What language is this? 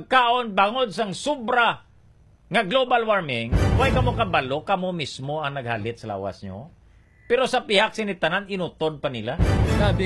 Hiligaynon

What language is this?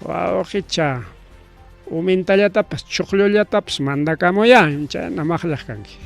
Ayacucho Quechua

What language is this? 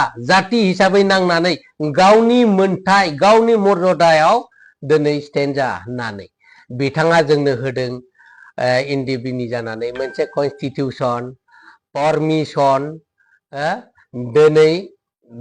Bodo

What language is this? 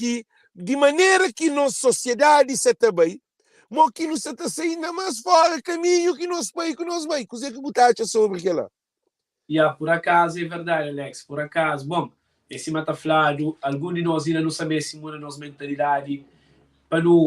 Kabuverdianu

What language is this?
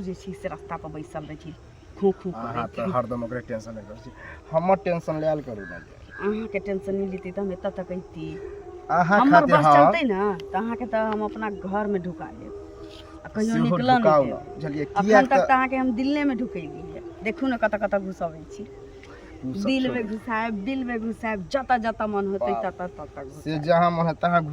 Maithili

